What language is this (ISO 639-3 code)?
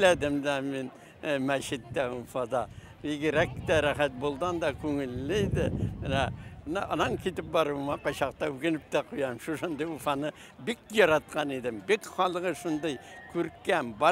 bak